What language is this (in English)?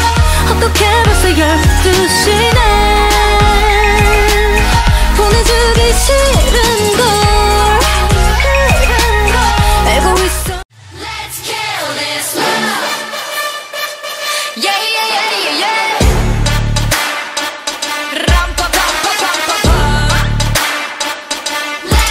Korean